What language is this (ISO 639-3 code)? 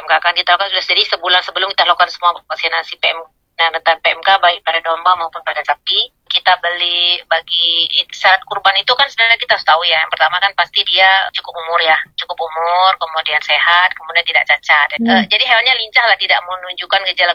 ind